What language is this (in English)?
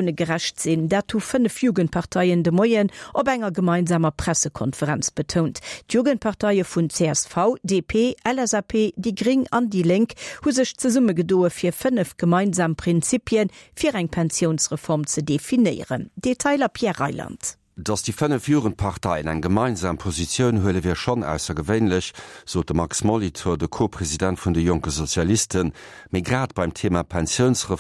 Luxembourgish